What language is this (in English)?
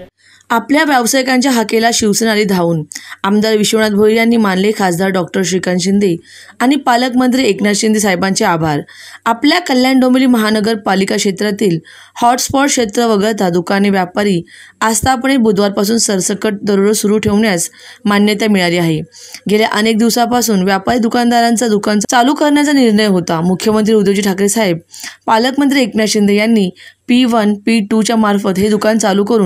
Marathi